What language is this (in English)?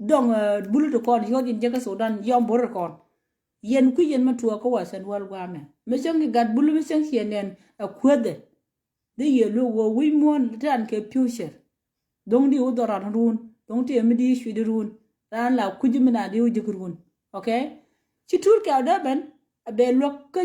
Nuer